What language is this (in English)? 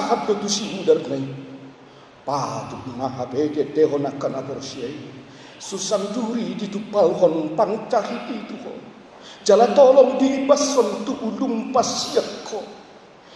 Batak Toba